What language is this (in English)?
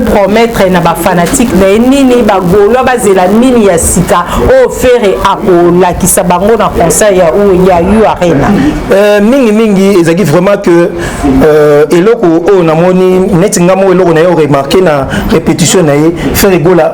Lingala